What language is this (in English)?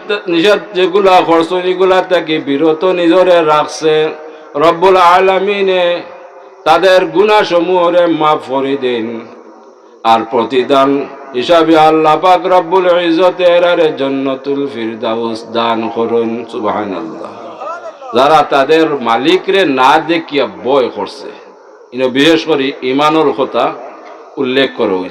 Sylheti